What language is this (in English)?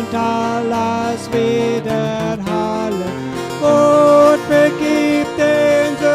Plautdietsch